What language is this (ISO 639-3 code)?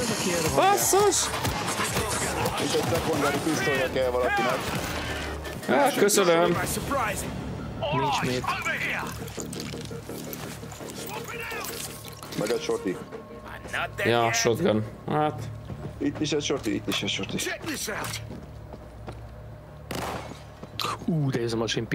hun